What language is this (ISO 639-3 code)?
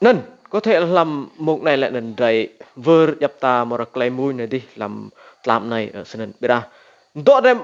rad